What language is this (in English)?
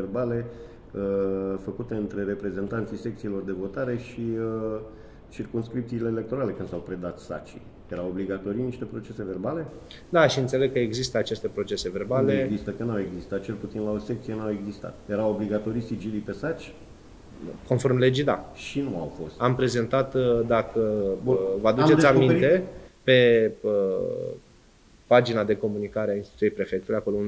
Romanian